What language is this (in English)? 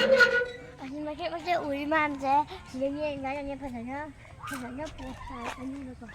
Manipuri